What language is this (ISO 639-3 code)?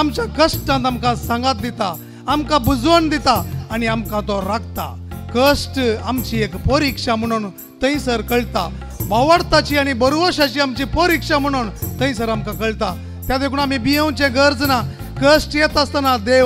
kok